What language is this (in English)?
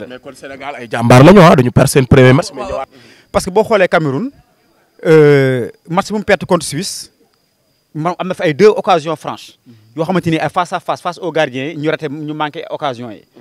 Wolof